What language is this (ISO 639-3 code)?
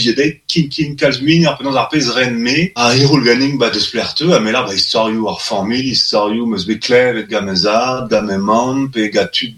bre